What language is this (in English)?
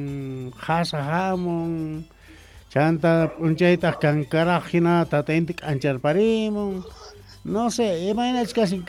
South Bolivian Quechua